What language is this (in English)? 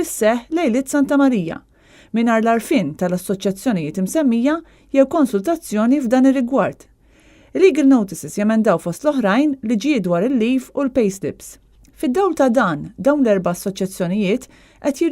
Maltese